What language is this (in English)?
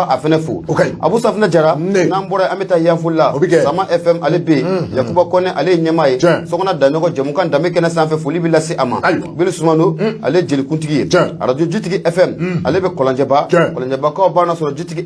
Bambara